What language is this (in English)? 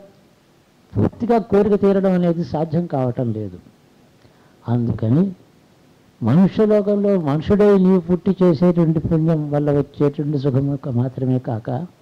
Telugu